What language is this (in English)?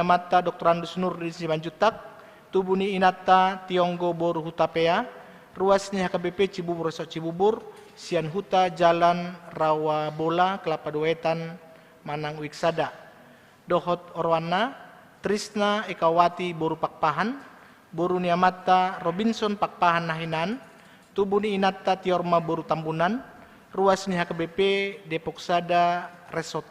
Batak Toba